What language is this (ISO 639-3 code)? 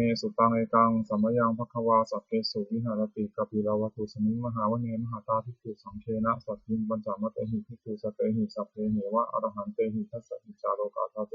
pli